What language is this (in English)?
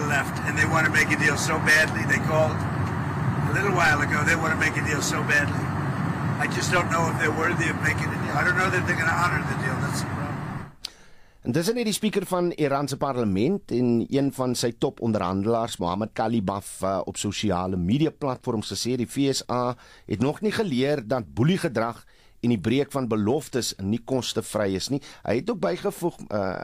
Afrikaans